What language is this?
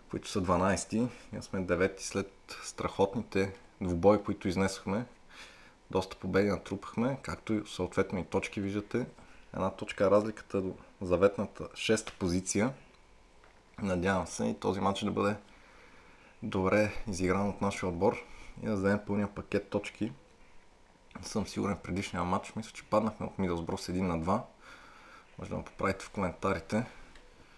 Bulgarian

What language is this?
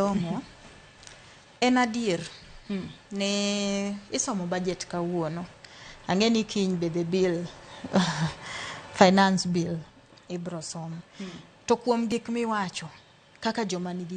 Luo (Kenya and Tanzania)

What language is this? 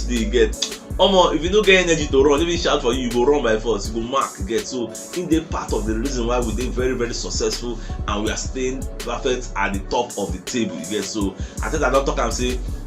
Nigerian Pidgin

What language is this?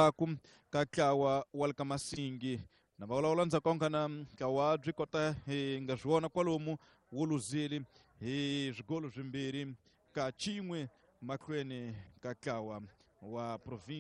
Tsonga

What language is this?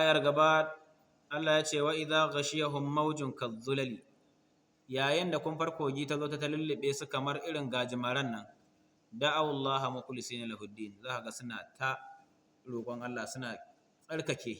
Hausa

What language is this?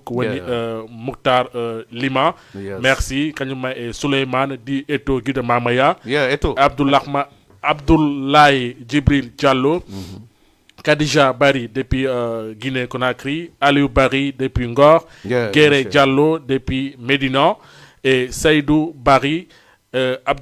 Fula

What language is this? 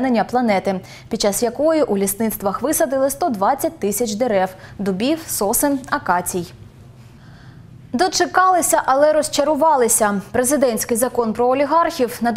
Ukrainian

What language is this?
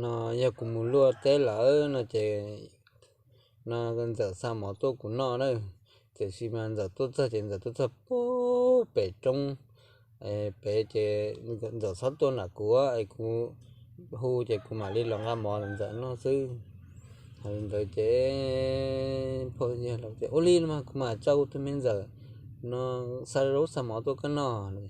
Hmong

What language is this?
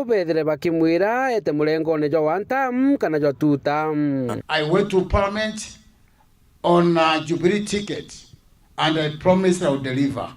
Meru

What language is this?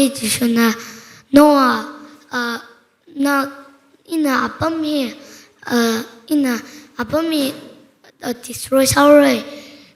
Tangkhul Naga (India)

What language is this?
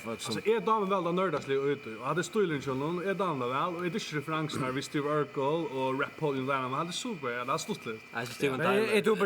Faroese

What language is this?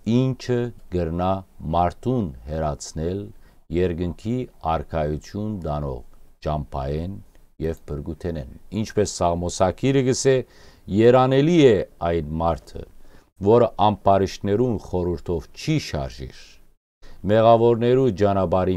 Western Armenian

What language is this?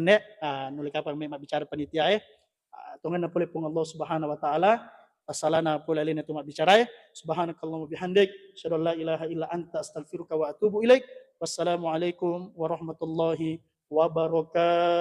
Buginese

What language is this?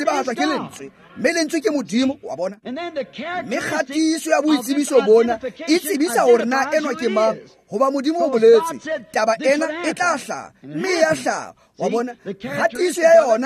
Tswana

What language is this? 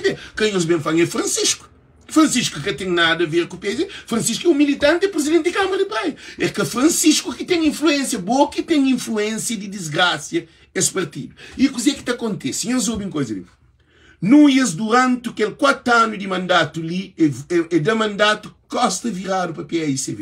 Kabuverdianu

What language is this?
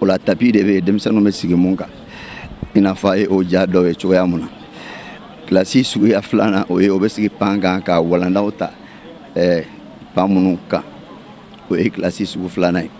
Bambara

